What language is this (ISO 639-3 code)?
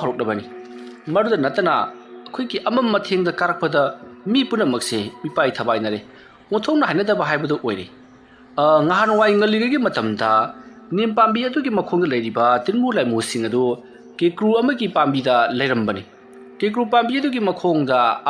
mni